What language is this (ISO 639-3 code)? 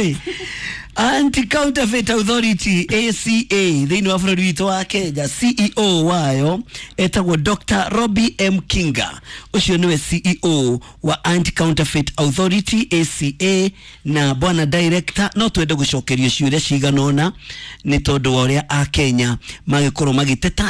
kik